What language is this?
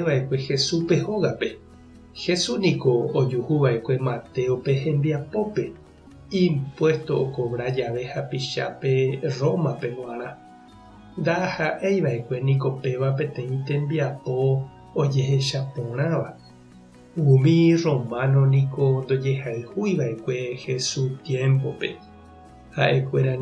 Guarani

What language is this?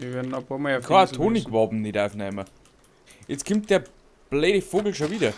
Bavarian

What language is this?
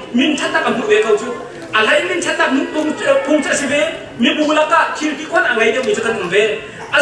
Hakha Chin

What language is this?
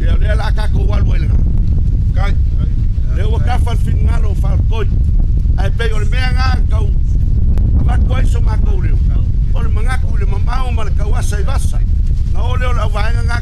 Samoan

